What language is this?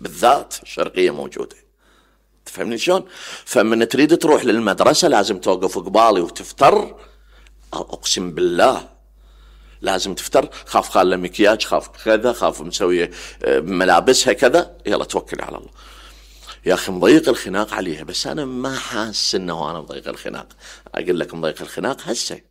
Mesopotamian Arabic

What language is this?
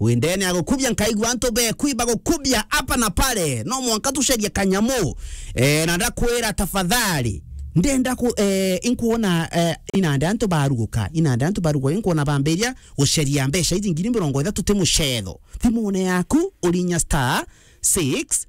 Meru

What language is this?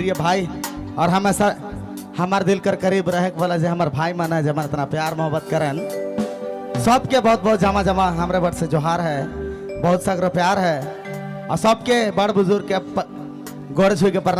Sadri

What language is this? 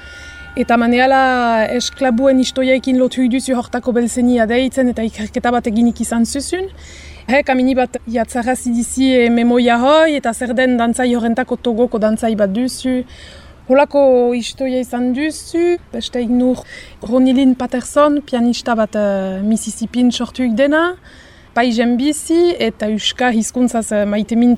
Basque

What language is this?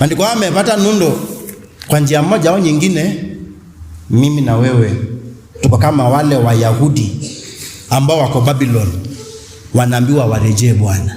Kamba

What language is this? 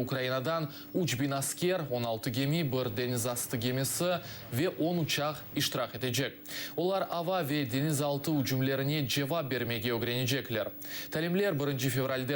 Crimean Tatar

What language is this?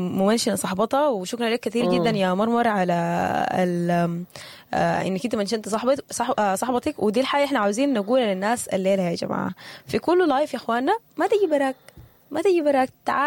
Sudanese Arabic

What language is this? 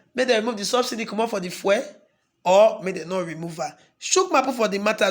Nigerian Pidgin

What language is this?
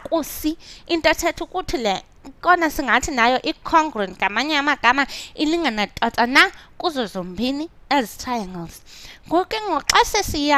Xhosa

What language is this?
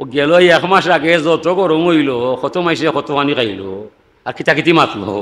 Sylheti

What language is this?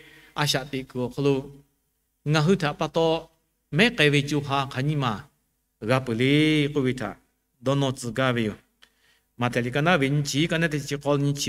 Lahu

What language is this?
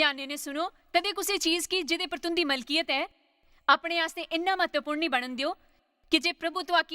Dogri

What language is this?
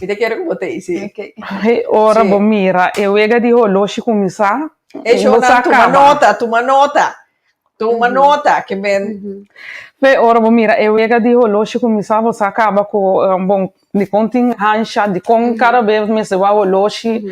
Papiamento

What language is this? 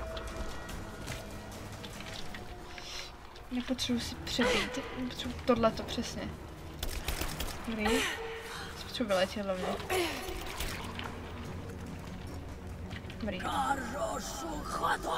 Czech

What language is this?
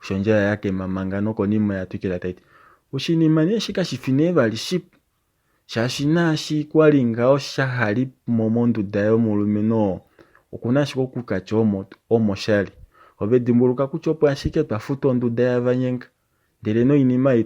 Kuanyama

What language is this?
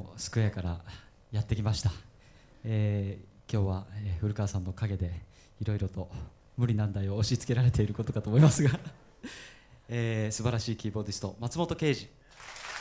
Japanese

